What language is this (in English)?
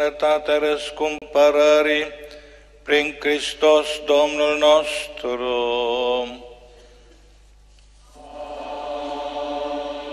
Romanian